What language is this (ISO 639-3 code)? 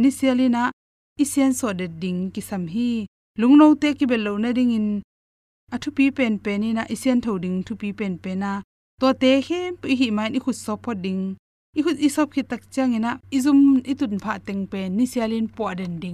ctd